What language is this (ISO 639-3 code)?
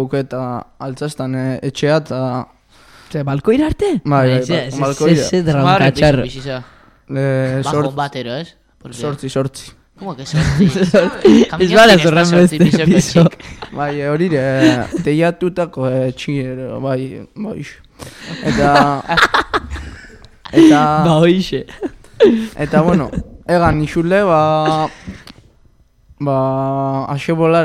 eus